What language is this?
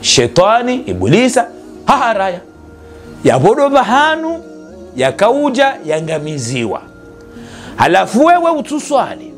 Ngazidja Comorian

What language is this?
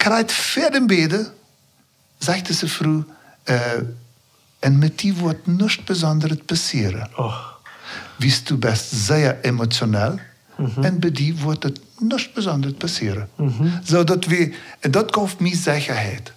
Plautdietsch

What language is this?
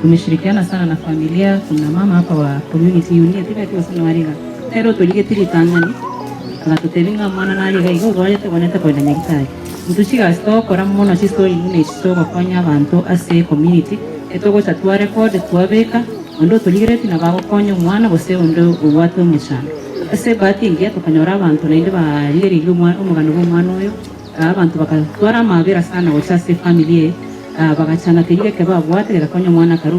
Gusii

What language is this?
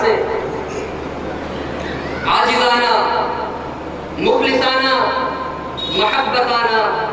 Urdu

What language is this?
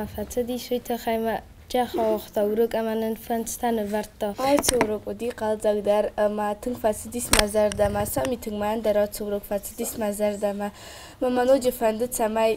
Ossetic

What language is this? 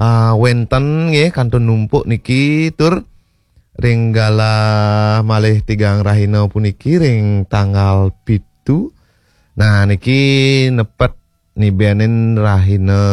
Balinese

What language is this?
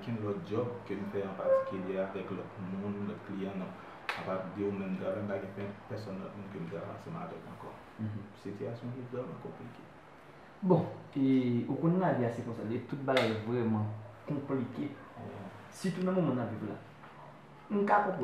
Haitian Creole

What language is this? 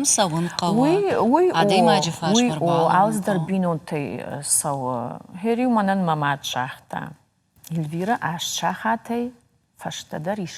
Ossetic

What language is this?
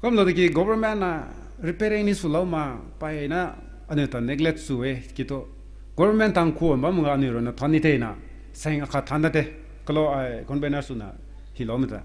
Rongmei Naga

